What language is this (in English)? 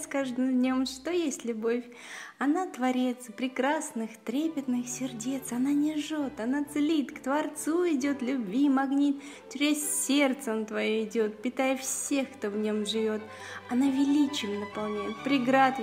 Russian